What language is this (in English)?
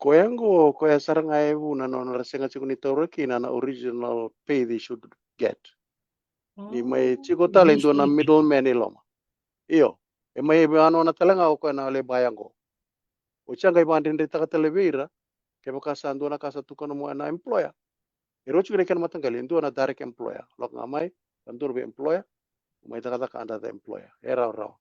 Fijian